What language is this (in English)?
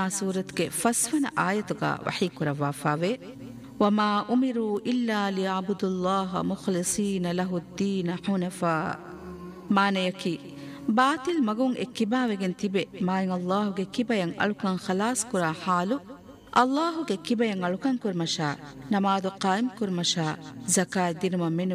Divehi